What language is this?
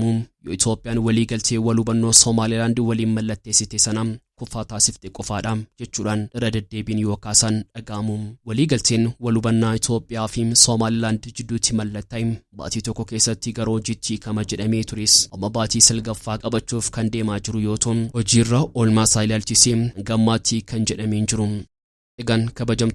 Oromo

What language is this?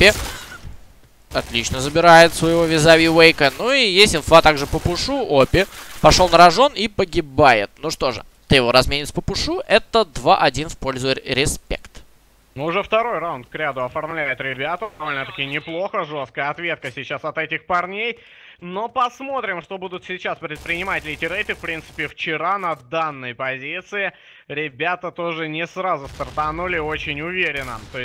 Russian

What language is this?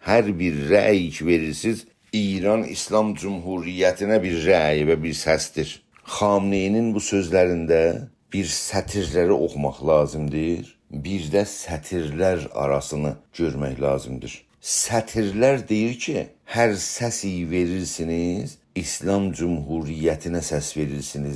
South Azerbaijani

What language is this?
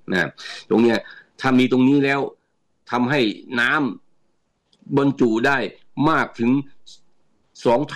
Thai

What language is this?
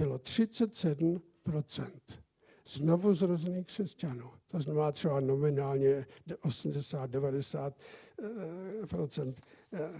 Czech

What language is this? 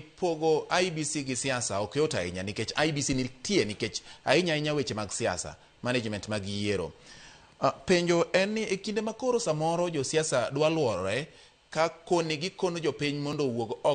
Luo (Kenya and Tanzania)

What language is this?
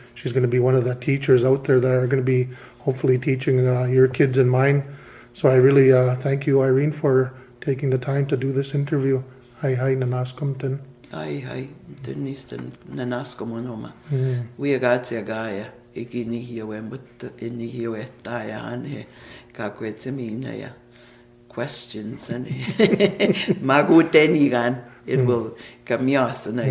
Plains Cree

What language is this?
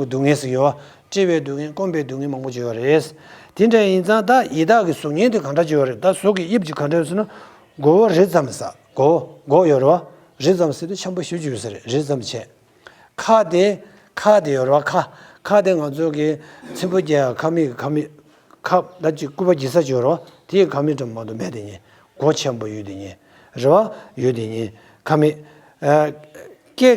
Tibetan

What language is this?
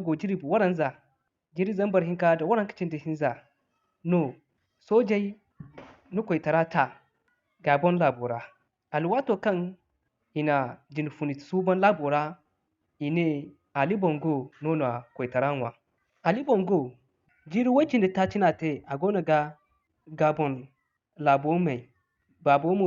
Zarma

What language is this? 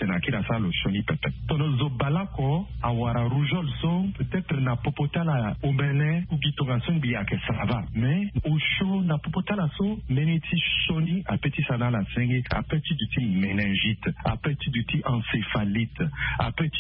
Sango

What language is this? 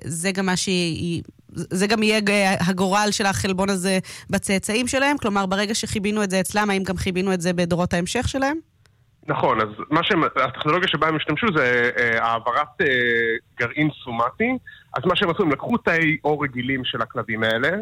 Hebrew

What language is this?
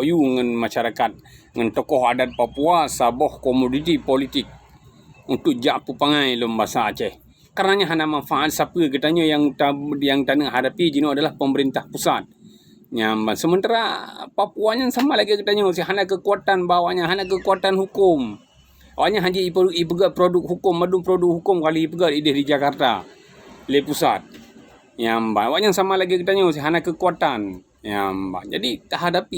Achinese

